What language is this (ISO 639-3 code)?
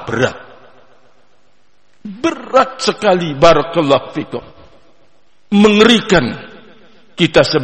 ind